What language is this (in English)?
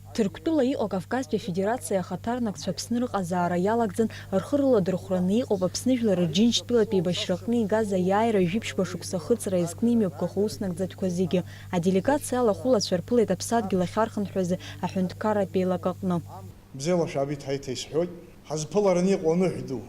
Abkhazian